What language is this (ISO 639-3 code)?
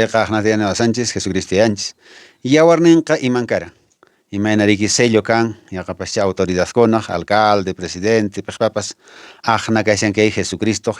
que